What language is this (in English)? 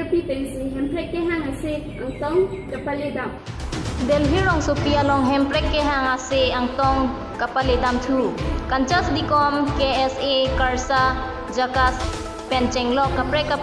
Karbi